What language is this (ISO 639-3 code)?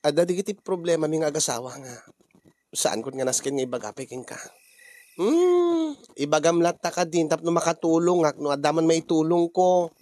ilo